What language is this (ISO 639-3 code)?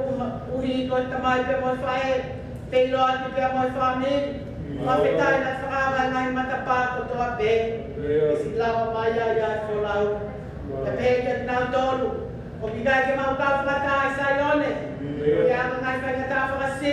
ton